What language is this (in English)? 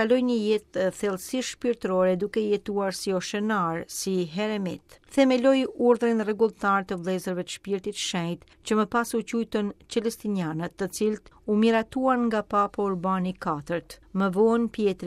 Albanian